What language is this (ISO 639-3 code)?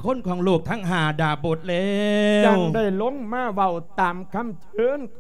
lao